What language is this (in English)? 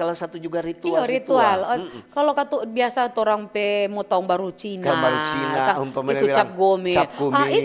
Manado Malay